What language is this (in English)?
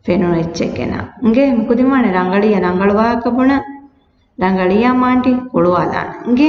Divehi